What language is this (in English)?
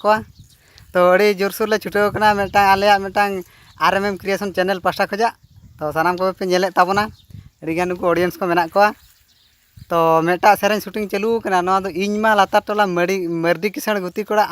Santali